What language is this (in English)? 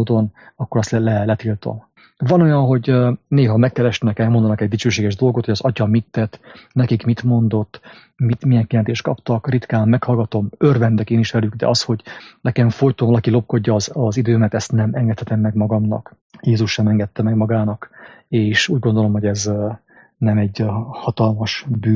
Hungarian